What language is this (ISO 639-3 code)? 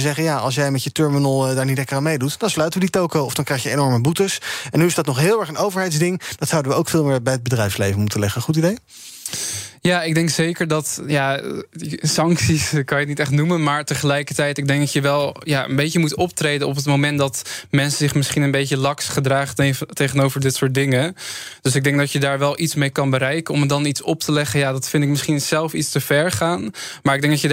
nld